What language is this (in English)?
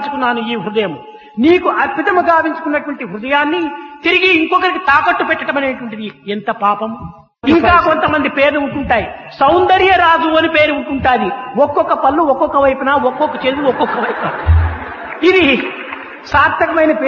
Telugu